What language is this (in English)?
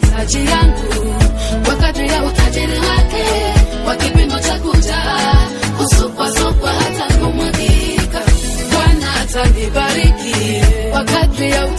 Swahili